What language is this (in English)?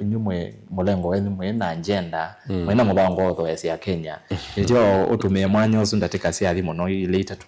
Kamba